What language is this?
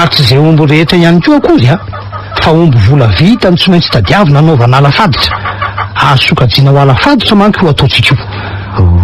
Malagasy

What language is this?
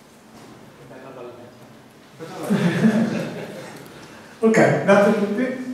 Italian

